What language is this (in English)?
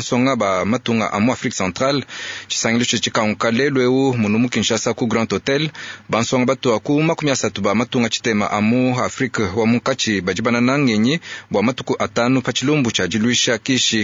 Luba-Lulua